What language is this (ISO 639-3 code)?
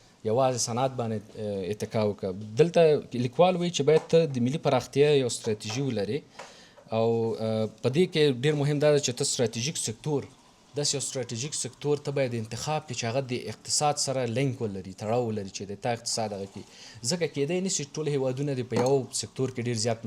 pus